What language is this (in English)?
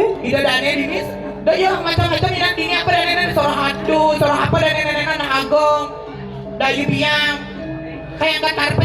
Balinese